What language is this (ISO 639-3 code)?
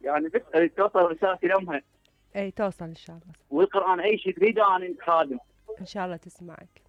acm